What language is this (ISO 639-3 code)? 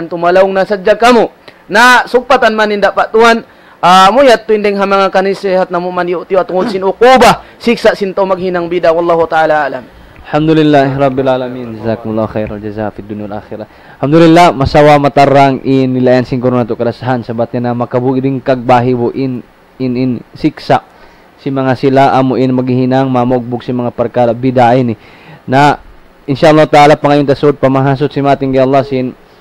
tsg